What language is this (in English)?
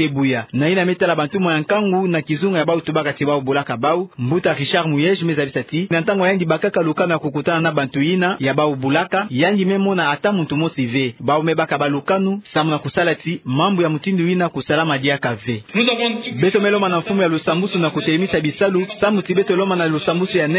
Kituba (Democratic Republic of Congo)